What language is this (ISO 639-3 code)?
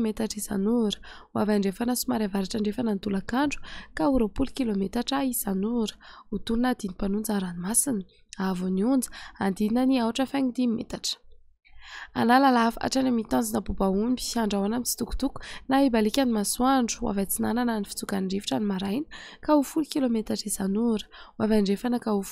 mlg